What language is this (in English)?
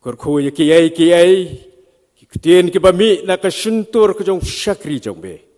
Khasi